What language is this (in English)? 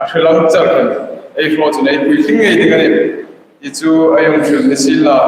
Hmar